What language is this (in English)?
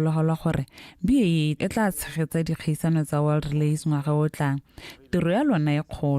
Tswana